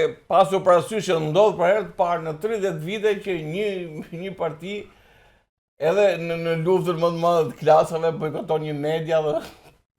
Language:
Albanian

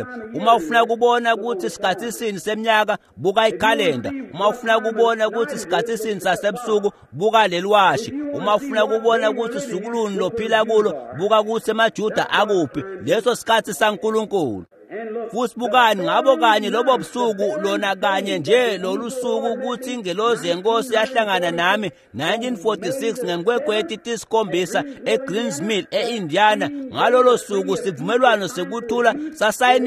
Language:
Swati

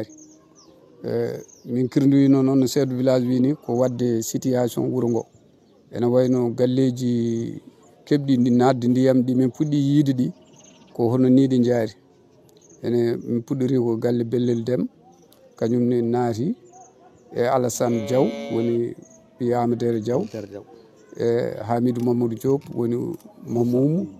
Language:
Fula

